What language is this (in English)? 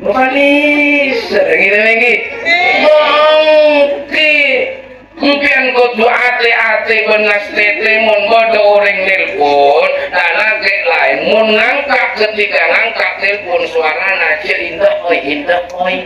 Madurese